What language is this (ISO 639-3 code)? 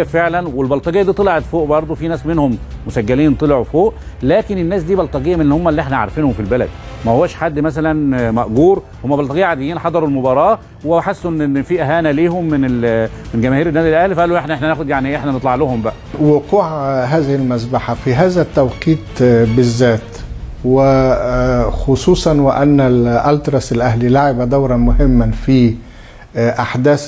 arz